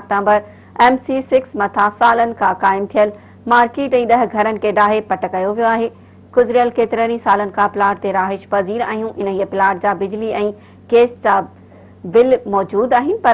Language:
Sindhi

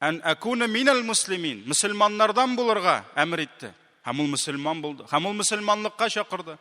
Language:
Tatar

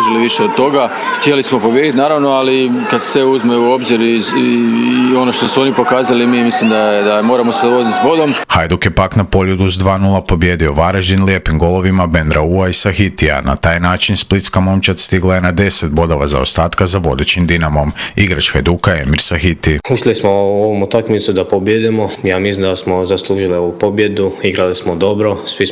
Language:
Croatian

